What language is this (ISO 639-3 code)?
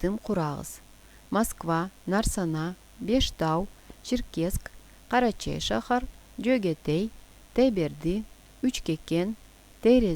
krc